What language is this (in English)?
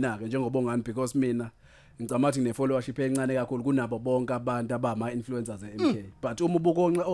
Zulu